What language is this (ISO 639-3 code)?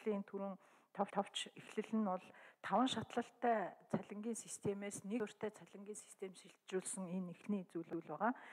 mon